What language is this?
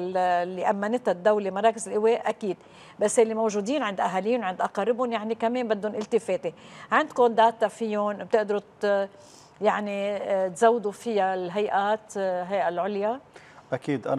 North Levantine Arabic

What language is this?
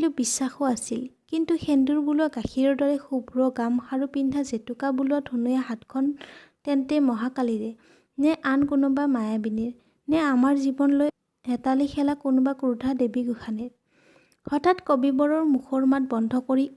Assamese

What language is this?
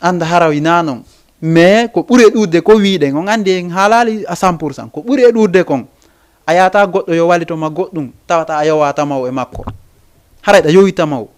Fula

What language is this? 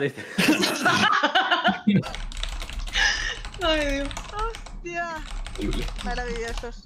Spanish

